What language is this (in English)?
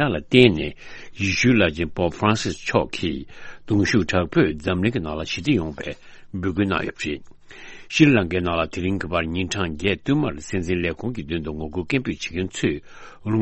Tibetan